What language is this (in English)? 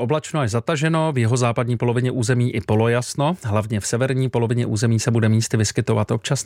Czech